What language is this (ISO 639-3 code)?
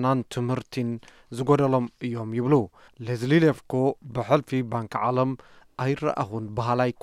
tir